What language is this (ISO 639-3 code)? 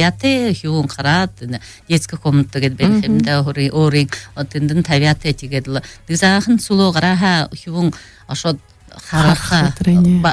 bua